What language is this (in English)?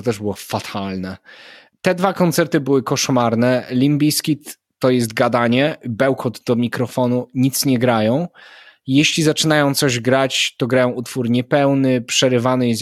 Polish